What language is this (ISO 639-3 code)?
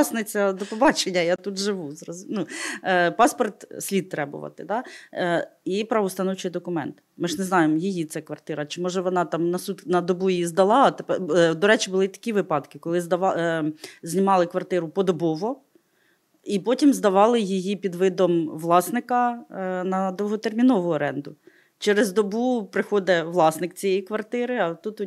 ukr